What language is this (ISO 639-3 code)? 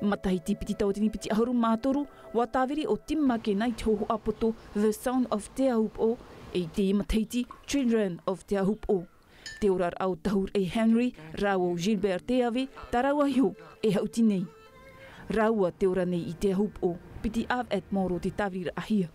tah